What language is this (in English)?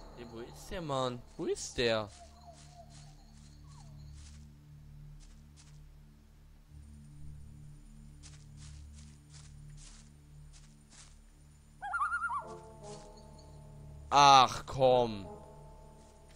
German